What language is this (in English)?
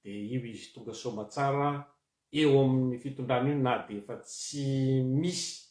Malagasy